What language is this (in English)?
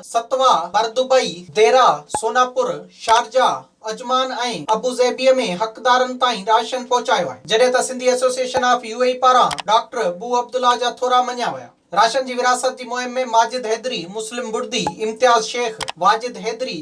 Sindhi